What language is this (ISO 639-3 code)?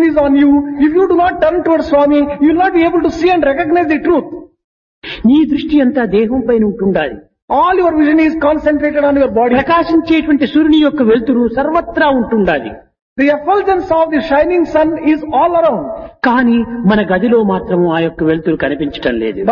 tel